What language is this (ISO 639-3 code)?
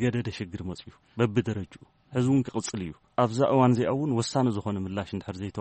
tir